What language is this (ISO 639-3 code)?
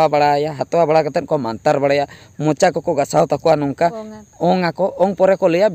sat